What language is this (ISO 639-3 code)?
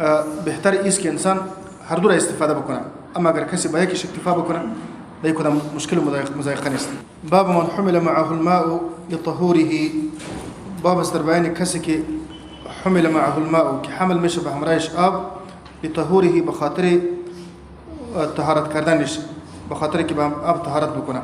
fas